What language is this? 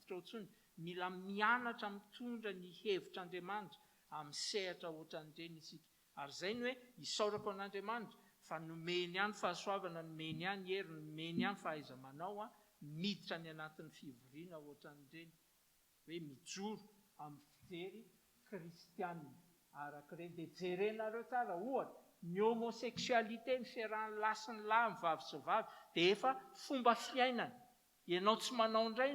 Malagasy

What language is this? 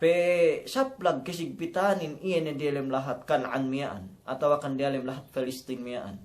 Yakan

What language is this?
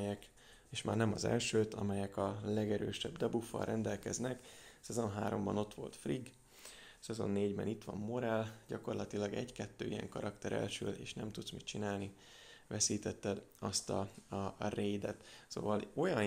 Hungarian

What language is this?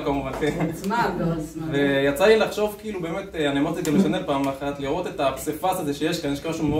Hebrew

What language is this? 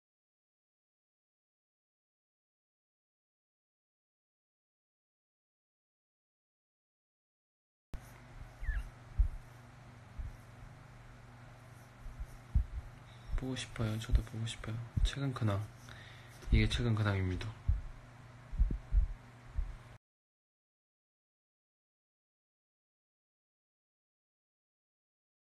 Korean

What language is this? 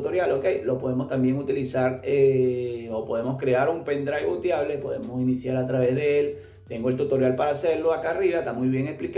Spanish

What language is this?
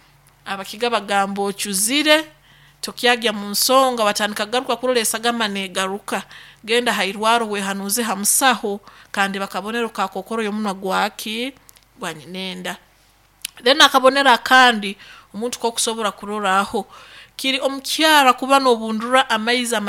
Nyoro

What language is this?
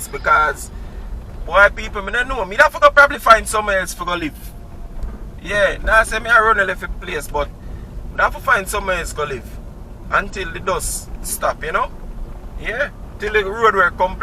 Jamaican Creole English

